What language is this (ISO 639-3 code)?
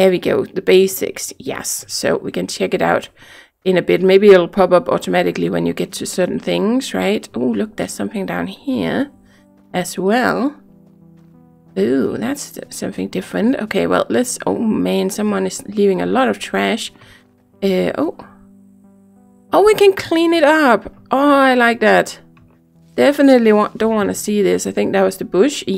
eng